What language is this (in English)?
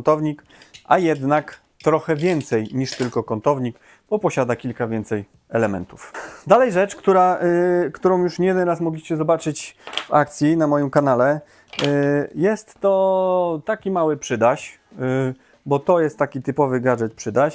Polish